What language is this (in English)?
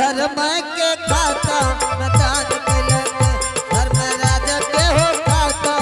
Angika